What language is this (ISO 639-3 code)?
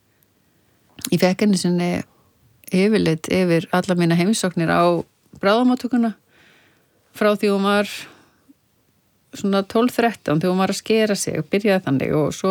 isl